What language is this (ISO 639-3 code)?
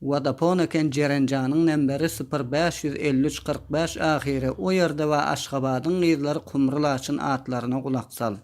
tuk